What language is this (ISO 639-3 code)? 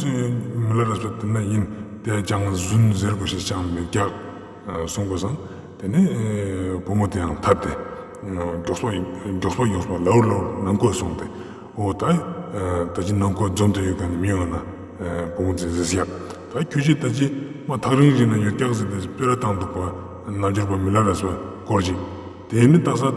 lbj